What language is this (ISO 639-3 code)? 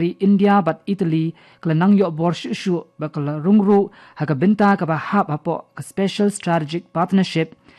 kha